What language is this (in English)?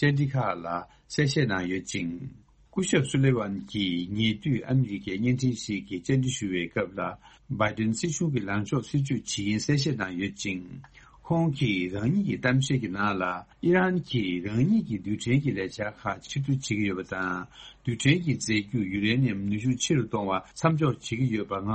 Tibetan